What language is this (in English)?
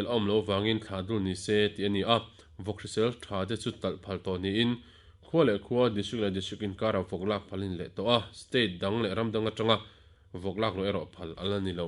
Mizo